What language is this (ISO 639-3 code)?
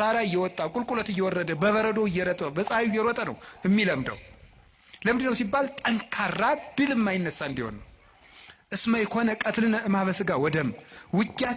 amh